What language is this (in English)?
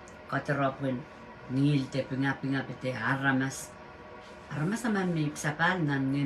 Pohnpeian